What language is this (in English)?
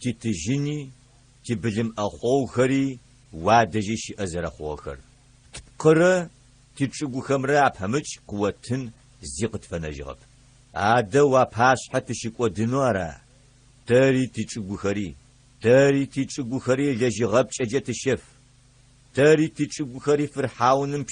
Adyghe